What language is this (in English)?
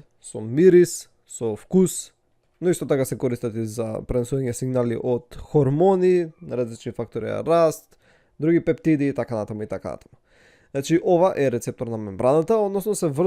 Macedonian